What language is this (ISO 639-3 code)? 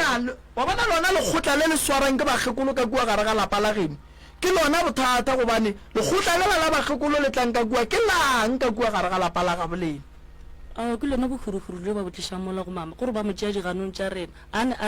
nso